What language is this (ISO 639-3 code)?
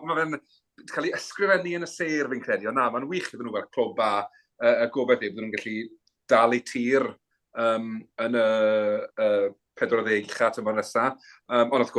cym